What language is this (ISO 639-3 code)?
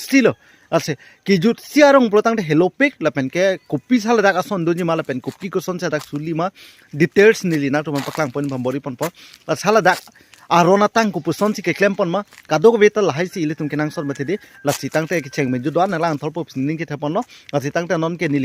mjw